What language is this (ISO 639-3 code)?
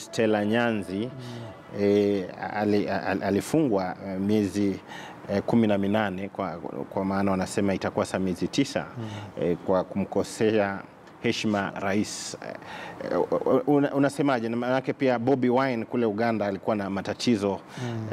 swa